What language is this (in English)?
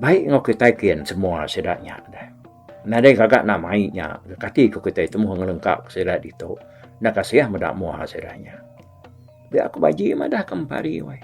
Iban